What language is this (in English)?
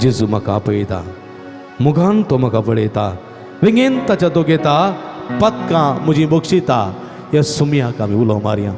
Konkani